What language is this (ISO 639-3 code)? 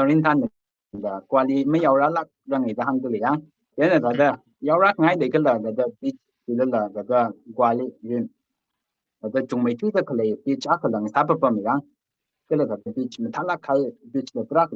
nmf